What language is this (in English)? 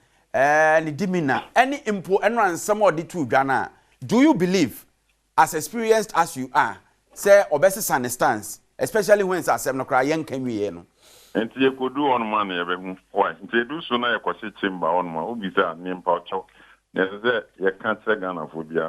Akan